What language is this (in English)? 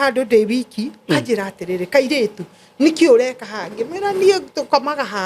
Kikuyu